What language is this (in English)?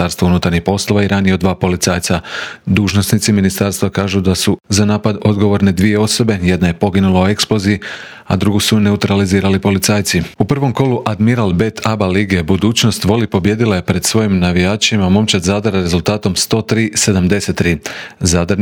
Croatian